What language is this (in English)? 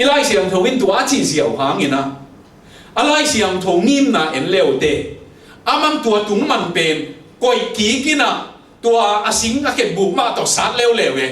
Tedim Chin